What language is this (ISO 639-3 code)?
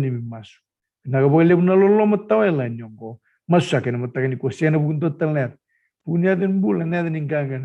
fij